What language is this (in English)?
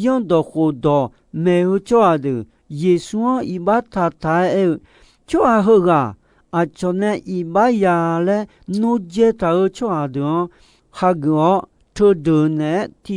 Akha